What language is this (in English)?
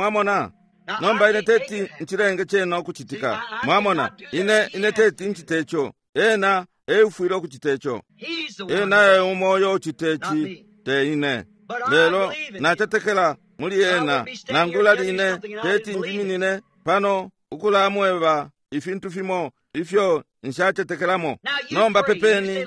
Bemba